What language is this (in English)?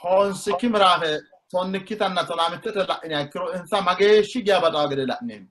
Sidamo